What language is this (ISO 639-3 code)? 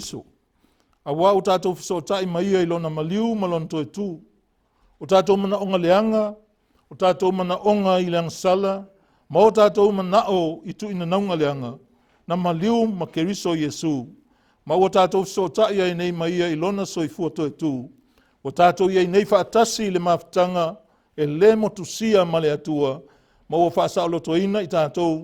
smo